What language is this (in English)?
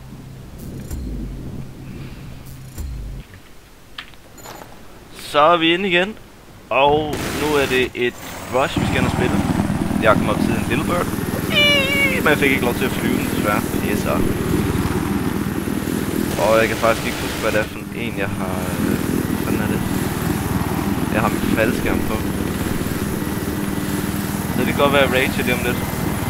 Danish